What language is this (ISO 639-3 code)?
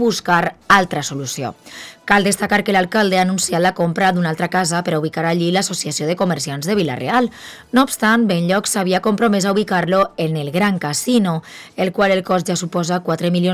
cat